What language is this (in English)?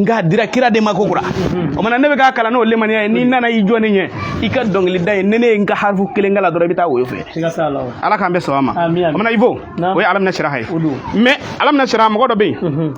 Bambara